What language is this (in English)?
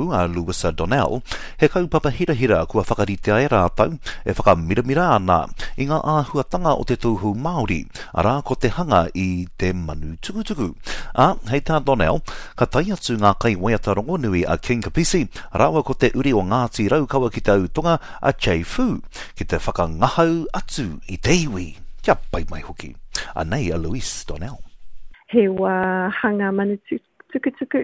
Māori